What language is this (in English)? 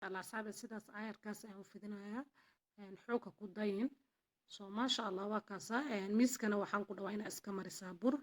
Somali